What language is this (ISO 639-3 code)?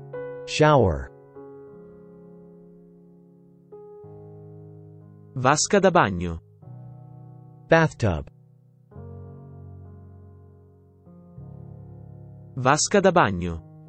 ita